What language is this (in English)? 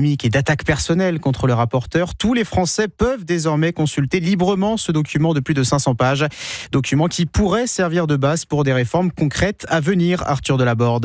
French